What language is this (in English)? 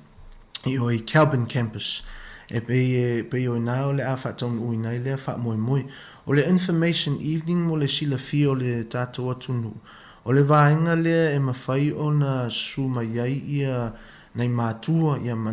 Samoan